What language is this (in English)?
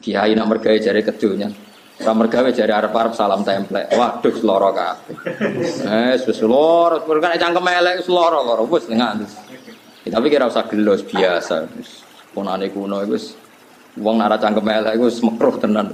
Javanese